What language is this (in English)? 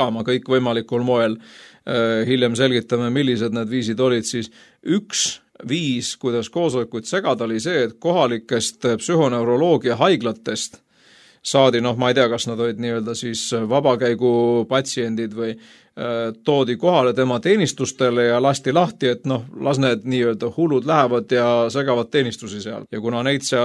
Estonian